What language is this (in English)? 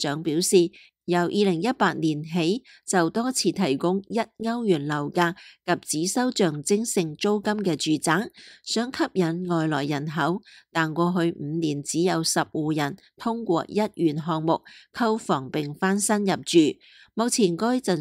Cantonese